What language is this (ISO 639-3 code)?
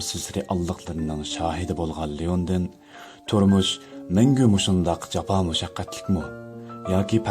uig